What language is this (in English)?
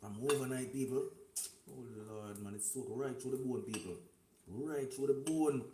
Jamaican Creole English